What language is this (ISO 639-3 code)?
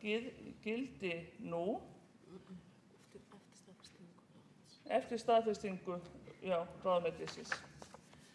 isl